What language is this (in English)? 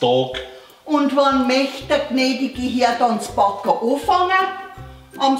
Bavarian